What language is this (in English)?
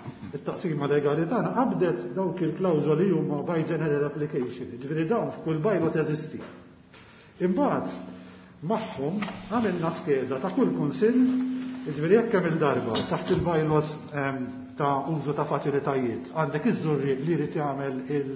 Maltese